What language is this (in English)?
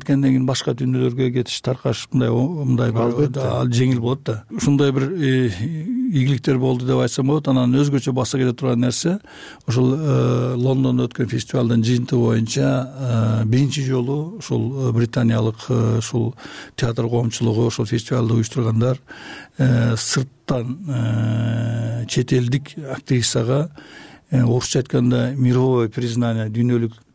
Kyrgyz